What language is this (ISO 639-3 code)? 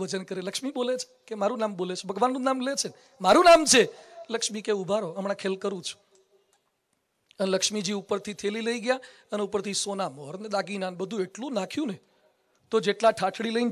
guj